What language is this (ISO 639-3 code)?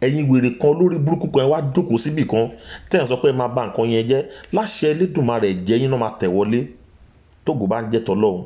yor